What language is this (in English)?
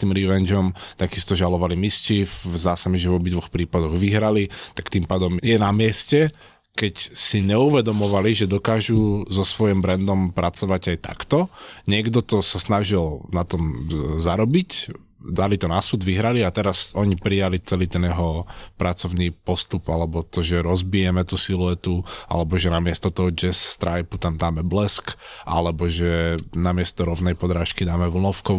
Slovak